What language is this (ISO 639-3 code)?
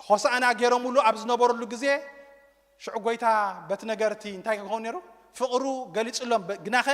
tir